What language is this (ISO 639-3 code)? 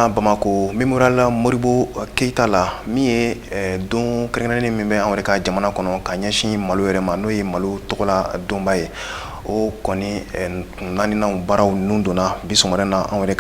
bam